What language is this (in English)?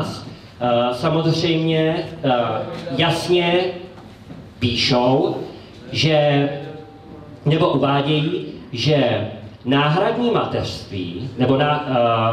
Czech